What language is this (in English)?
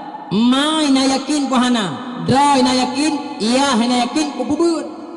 Achinese